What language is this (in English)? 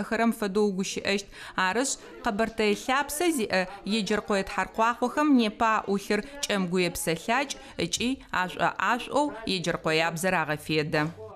Adyghe